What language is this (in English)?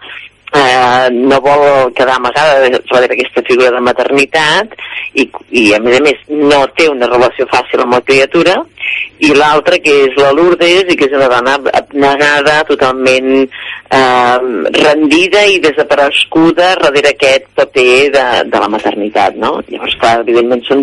Catalan